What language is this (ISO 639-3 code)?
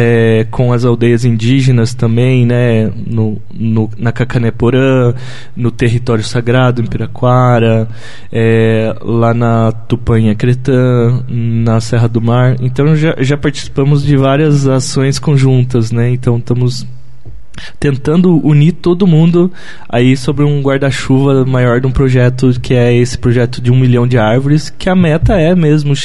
por